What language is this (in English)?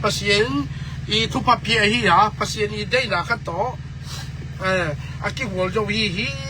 Tedim Chin